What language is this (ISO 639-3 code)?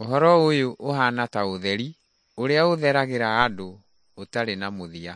kik